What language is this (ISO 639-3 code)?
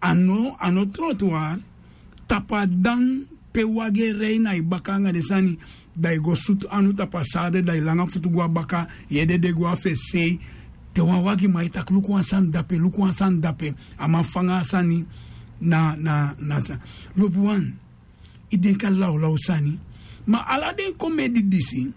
srn